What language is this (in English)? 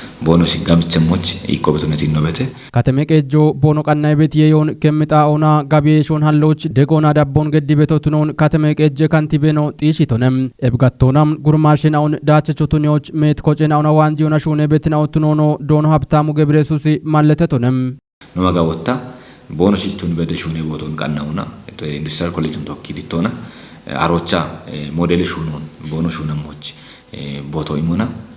Kafa